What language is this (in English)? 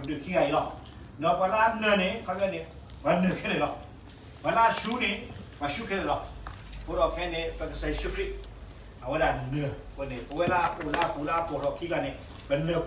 S'gaw Karen